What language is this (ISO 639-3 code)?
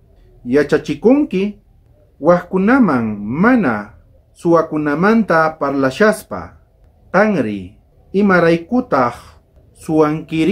quh